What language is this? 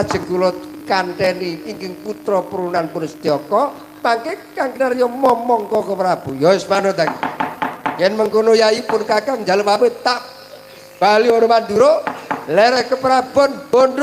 Javanese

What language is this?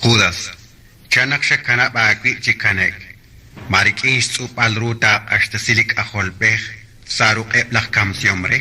Kekchí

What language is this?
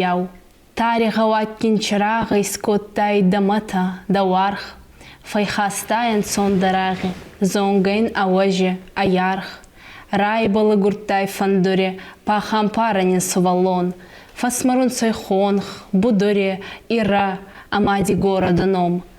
Ossetic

